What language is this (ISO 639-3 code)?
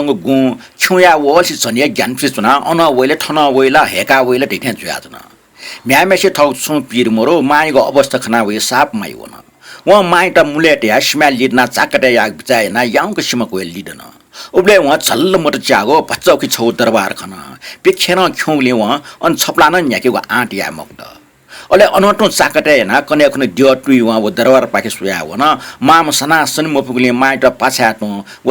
new